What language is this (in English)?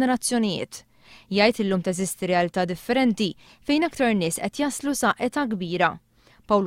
Maltese